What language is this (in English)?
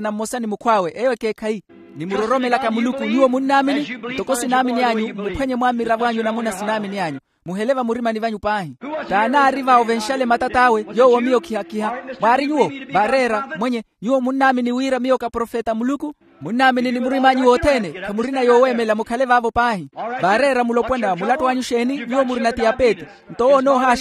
Makhuwa